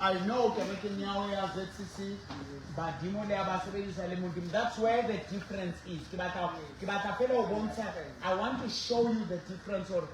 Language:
Southern Sotho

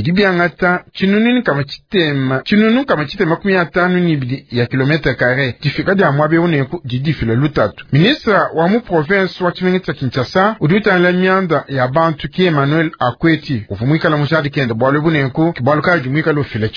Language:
Luba-Lulua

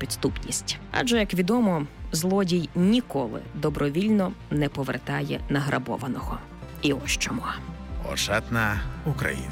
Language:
Ukrainian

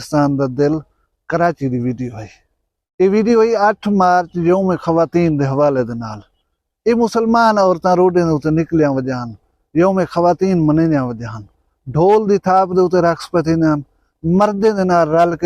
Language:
Saraiki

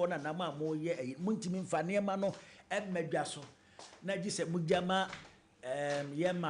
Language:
Akan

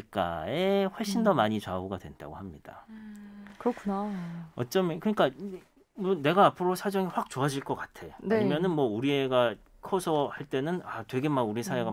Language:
Korean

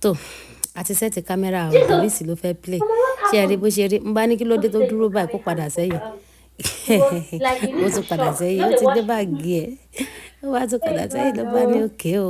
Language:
Yoruba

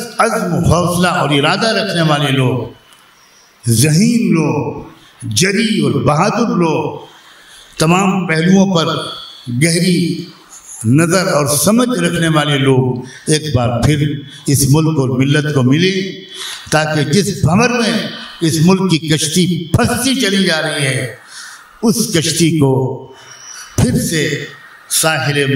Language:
Urdu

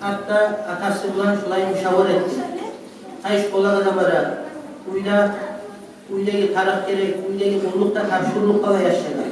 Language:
Kumyk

